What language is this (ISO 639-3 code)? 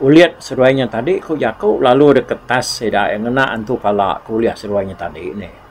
iba